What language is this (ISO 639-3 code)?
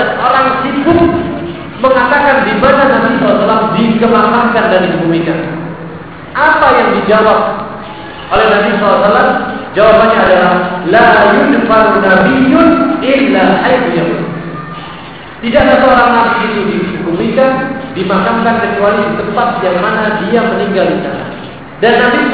ind